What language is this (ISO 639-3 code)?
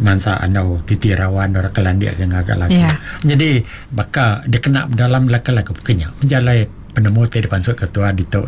iba